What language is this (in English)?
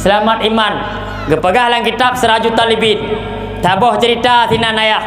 Achinese